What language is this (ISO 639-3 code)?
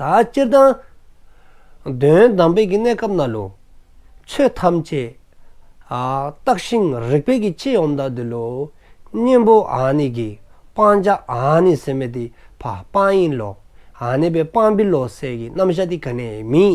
dzo